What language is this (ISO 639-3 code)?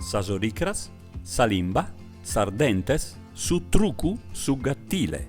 srd